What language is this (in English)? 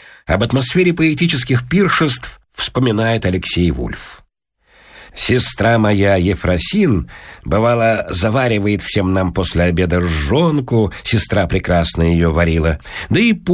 Russian